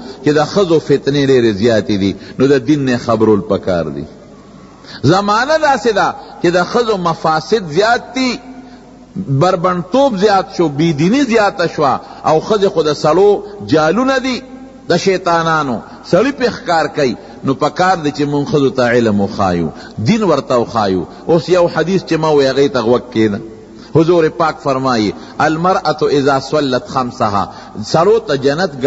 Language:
Pashto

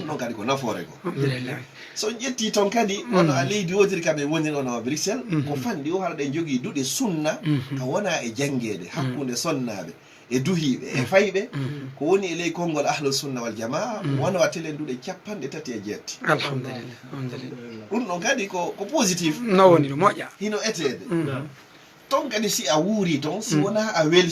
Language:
Fula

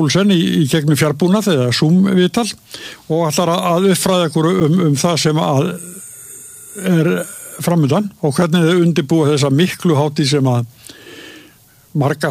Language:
Icelandic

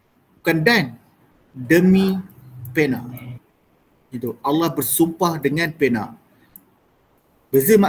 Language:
Malay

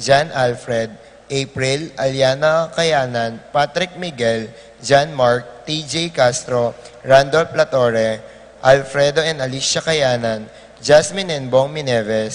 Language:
Pampanga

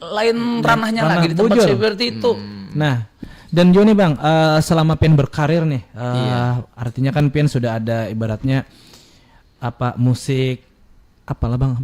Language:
Banjar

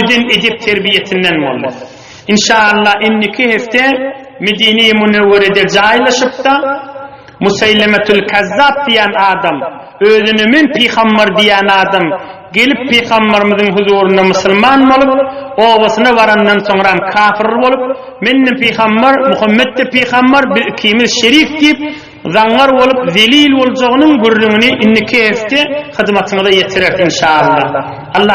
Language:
Turkmen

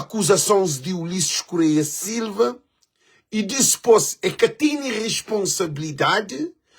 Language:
Kabuverdianu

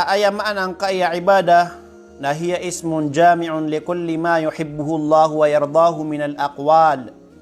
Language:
Maranao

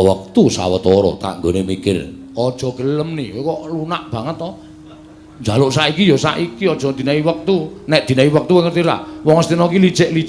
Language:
Javanese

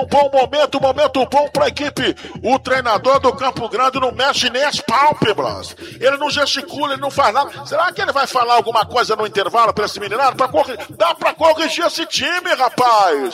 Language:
Portuguese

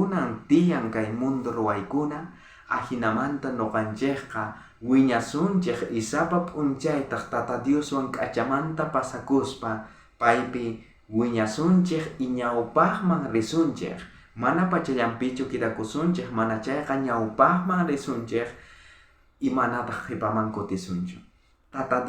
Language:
South Bolivian Quechua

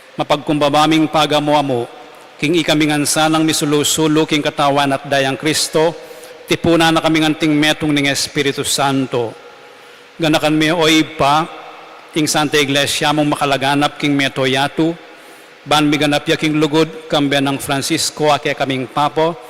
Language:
Pampanga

